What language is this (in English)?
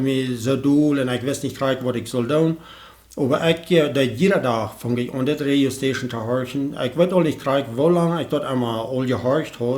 Plautdietsch